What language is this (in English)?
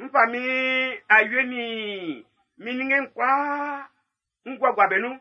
Baoulé